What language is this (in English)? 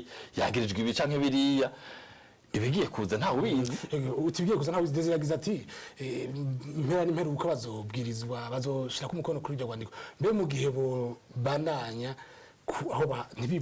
Rundi